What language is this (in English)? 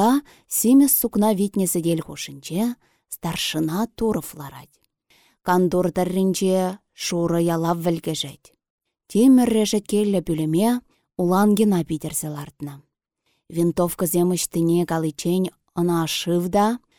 Chuvash